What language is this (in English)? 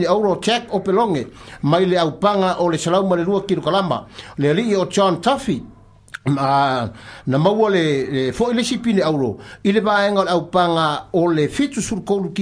Samoan